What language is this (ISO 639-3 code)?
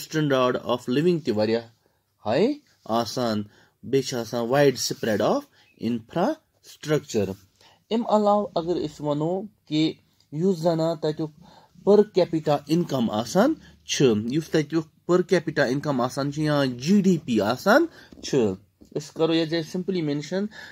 kas